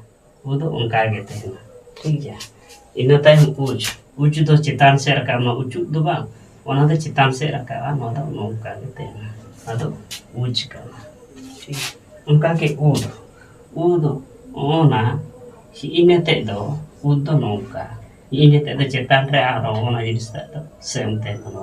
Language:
Santali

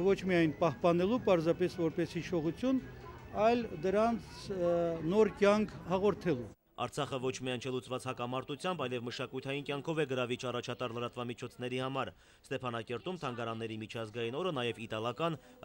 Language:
Armenian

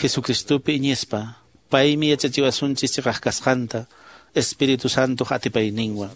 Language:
Quechua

